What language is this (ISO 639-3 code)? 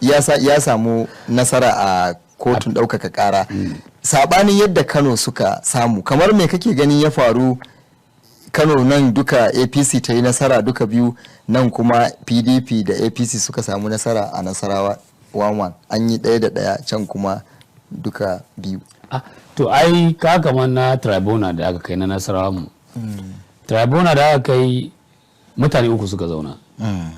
hau